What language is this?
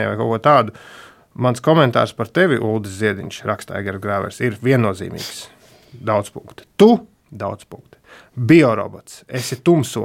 Latvian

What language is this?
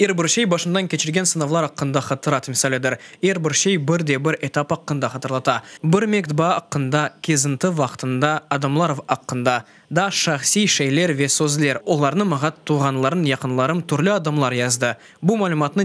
Crimean Tatar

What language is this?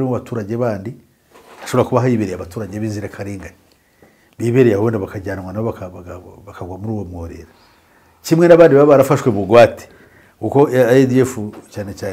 Kinyarwanda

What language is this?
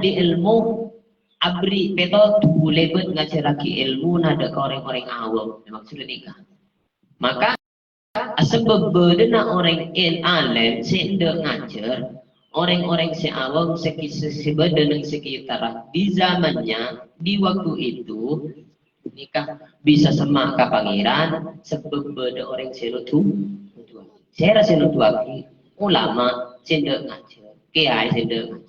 Madurese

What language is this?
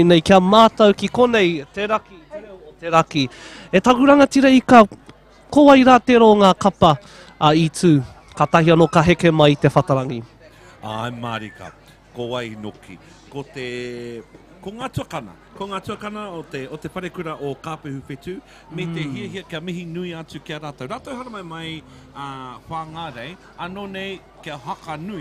Māori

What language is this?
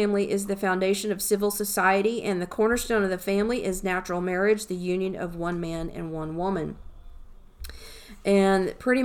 English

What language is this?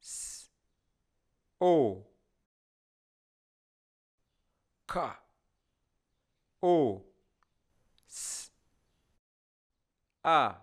Nyanja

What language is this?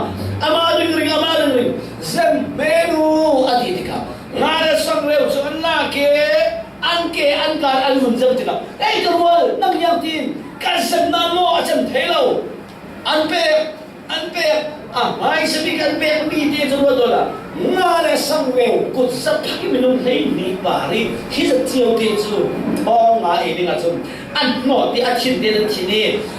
Falam Chin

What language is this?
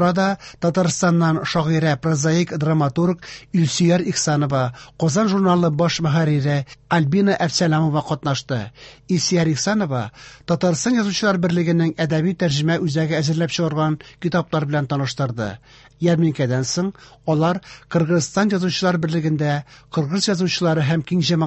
Tatar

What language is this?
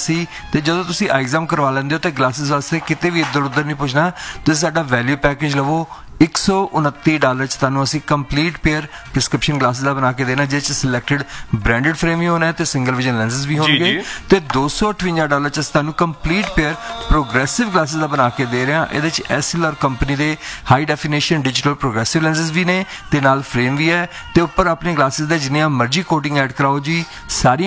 Punjabi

